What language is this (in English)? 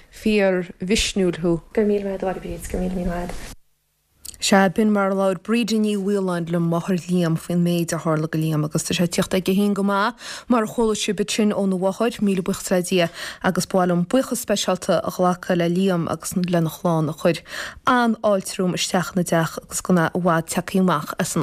Irish